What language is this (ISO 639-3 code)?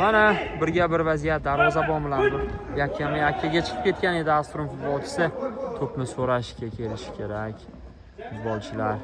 uzb